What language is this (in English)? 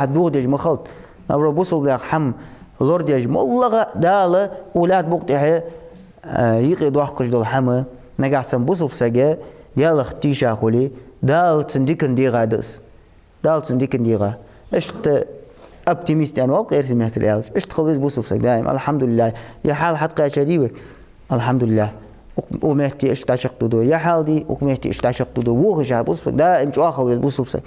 Ingush